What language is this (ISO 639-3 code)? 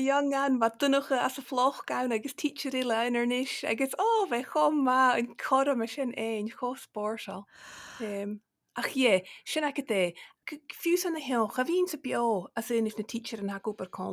gla